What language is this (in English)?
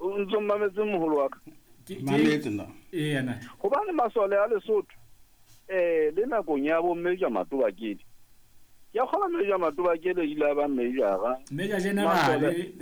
Southern Sotho